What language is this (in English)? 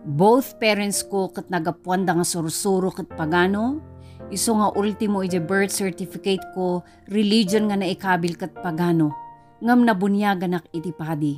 Iloko